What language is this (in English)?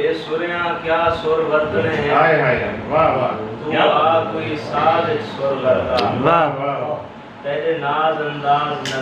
Saraiki